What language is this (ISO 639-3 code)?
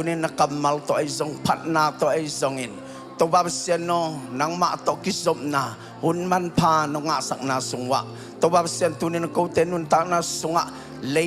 ctd